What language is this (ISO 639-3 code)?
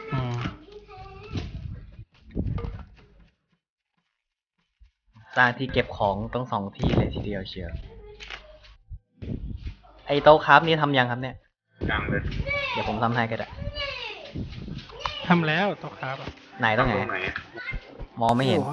tha